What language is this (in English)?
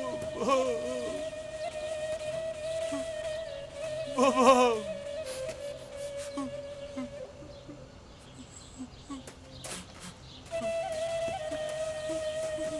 Turkish